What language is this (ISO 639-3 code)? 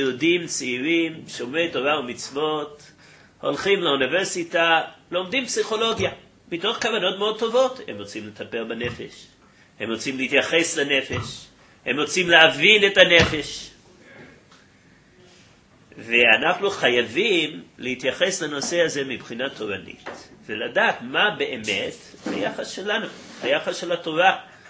heb